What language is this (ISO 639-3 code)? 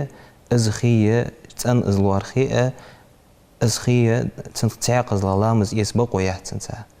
inh